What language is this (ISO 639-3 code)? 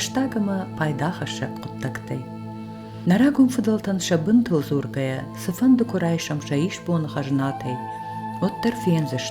oss